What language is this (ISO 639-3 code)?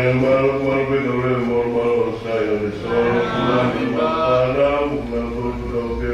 ton